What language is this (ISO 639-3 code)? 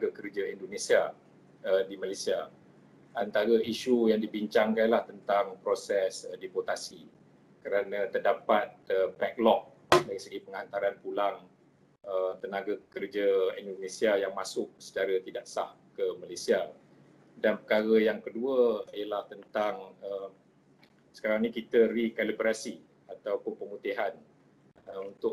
msa